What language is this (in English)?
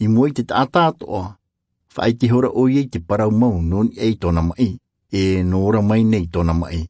Tahitian